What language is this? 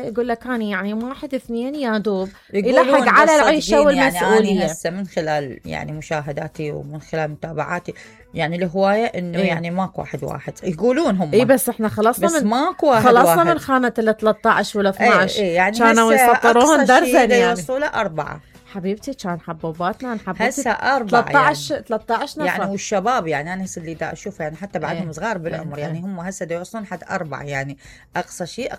Mesopotamian Arabic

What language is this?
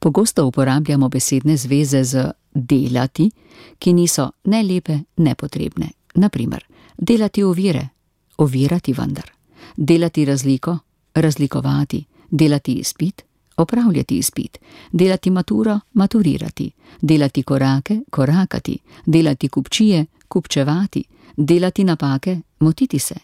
Slovenian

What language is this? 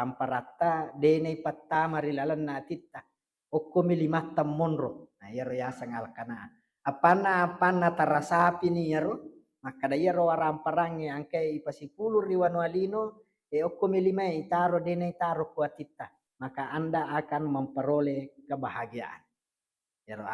Buginese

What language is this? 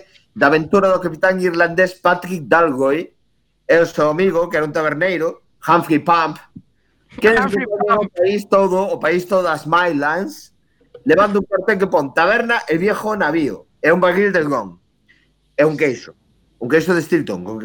Galician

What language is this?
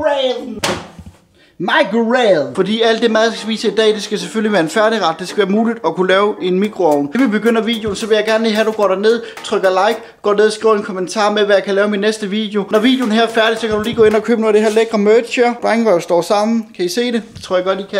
Danish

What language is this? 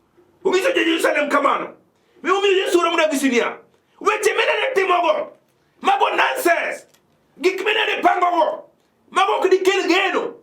Luo (Kenya and Tanzania)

